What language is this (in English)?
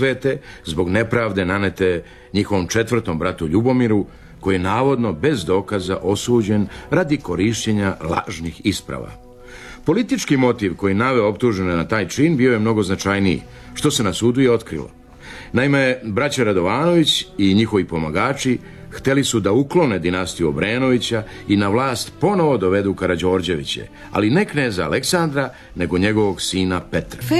Serbian